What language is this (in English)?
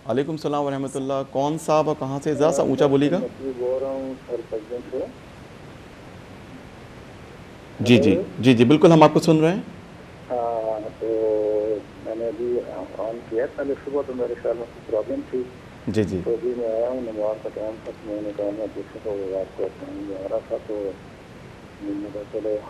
Urdu